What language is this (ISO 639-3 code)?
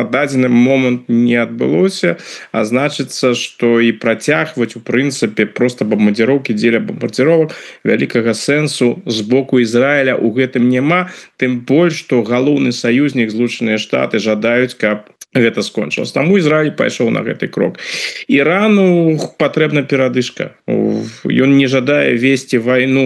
bel